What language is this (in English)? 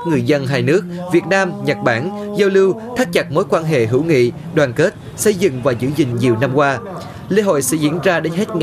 Vietnamese